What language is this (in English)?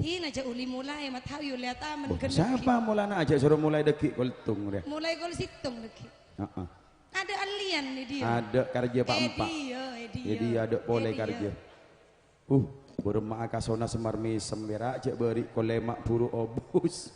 Madurese